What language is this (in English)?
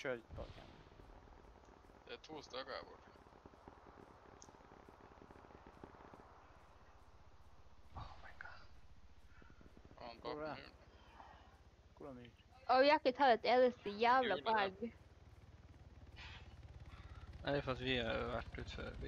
Norwegian